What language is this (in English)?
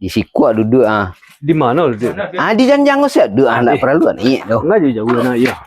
Minangkabau